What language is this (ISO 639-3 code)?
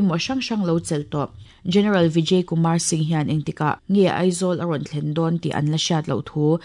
lus